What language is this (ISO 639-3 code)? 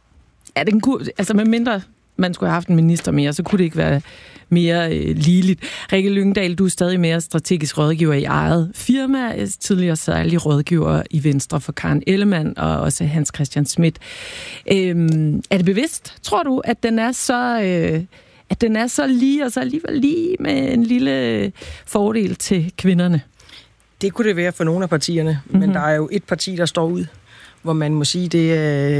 dan